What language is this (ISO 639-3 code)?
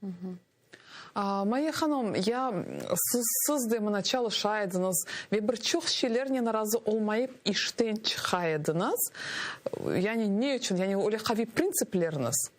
crh